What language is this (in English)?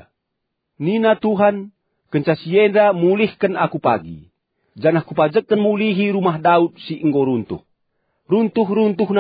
Batak Karo